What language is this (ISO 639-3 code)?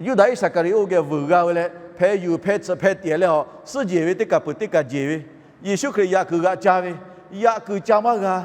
lhu